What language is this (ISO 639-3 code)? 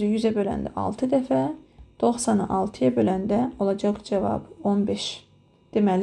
aze